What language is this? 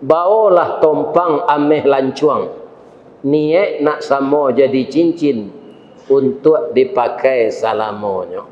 Minangkabau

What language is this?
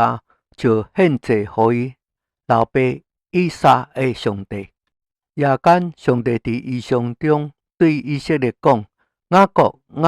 Min Nan Chinese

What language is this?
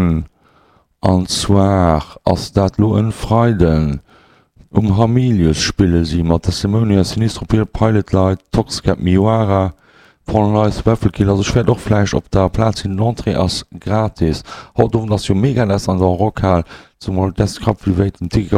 Luxembourgish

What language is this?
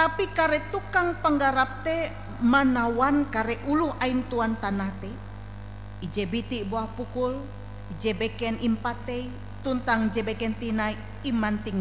Ngaju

